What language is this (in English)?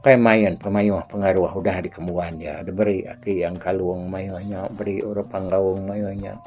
Iban